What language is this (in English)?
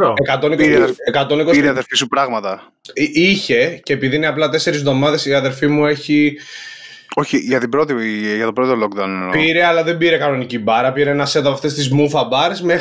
Greek